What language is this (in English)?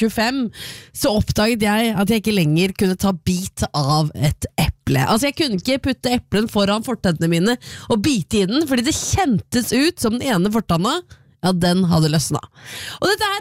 Norwegian